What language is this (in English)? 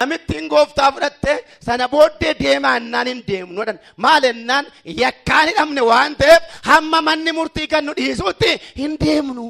Oromo